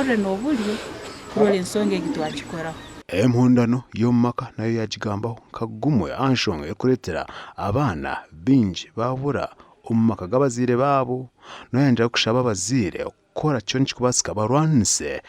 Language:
Nyankole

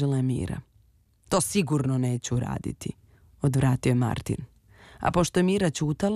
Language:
Serbian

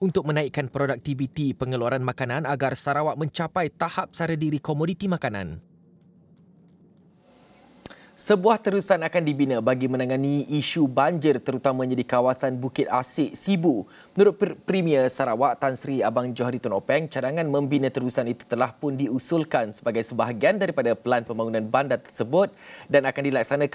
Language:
Malay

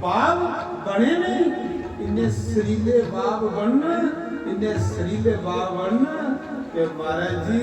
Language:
Dogri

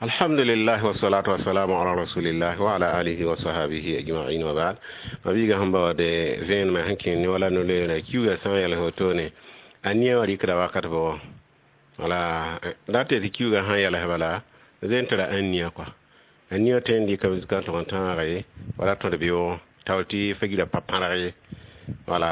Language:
Mossi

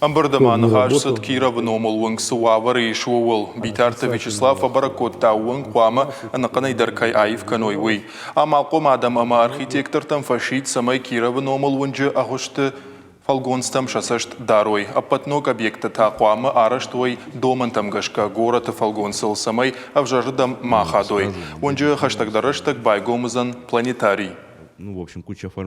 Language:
Ossetic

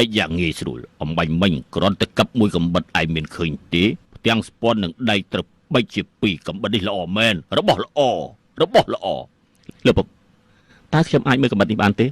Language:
Khmer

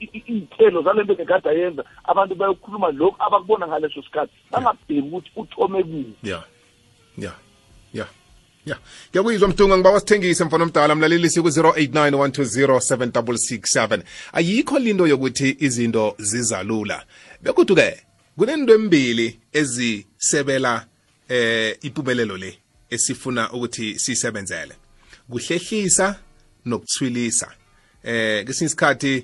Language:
South Ndebele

